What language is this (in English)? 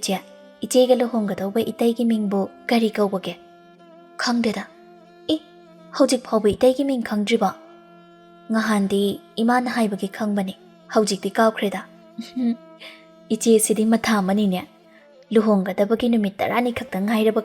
Manipuri